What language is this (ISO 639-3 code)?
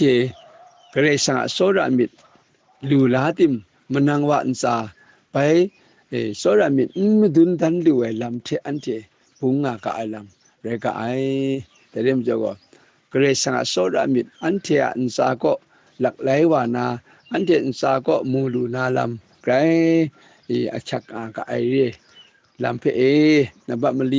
kac